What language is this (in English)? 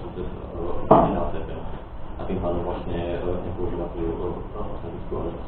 Slovak